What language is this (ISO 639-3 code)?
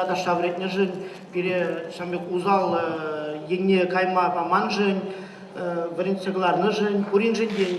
chv